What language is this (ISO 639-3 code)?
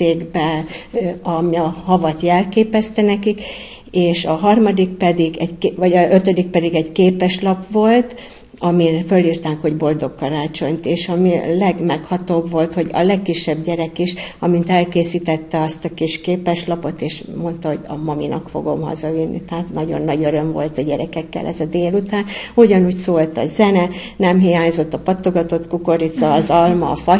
hun